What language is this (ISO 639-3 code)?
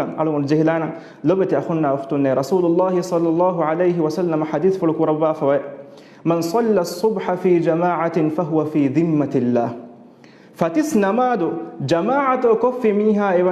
div